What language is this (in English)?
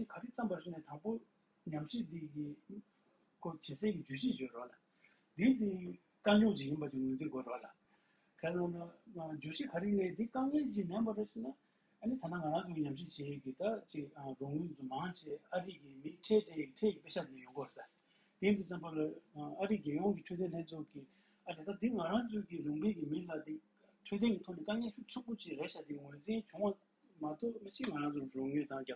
Tibetan